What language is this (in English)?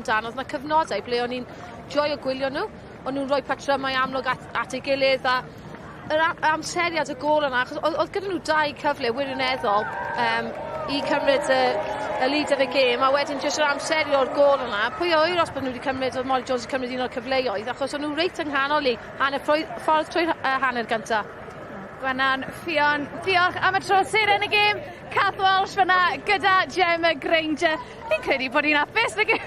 Welsh